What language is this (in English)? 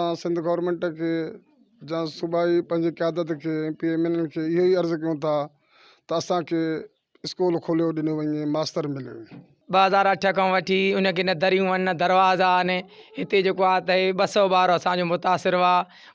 Sindhi